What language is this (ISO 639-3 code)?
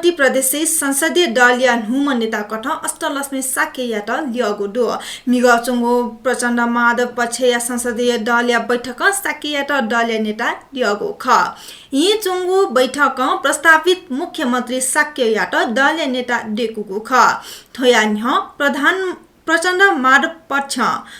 new